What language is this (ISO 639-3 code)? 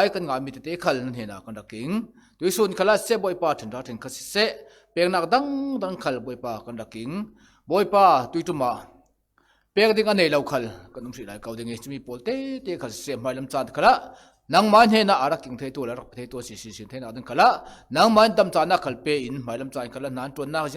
cfm